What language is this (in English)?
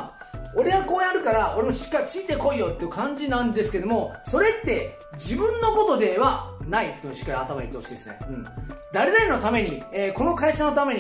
Japanese